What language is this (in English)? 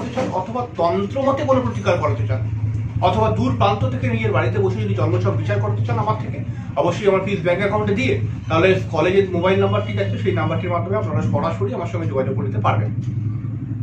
Bangla